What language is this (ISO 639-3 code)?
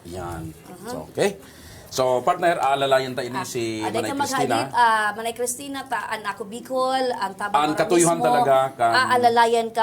bik